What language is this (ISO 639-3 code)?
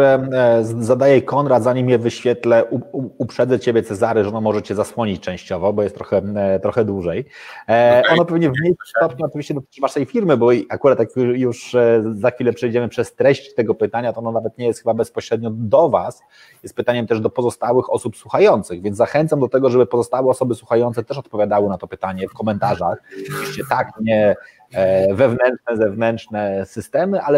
pol